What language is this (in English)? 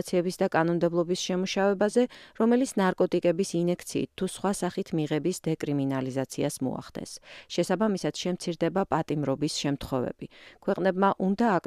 Georgian